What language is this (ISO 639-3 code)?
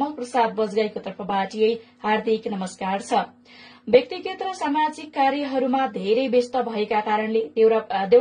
nep